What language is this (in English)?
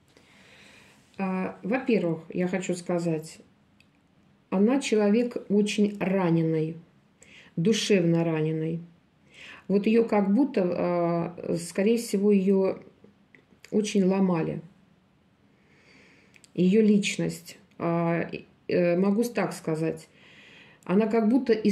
Russian